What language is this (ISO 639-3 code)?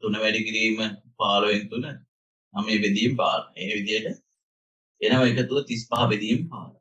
sin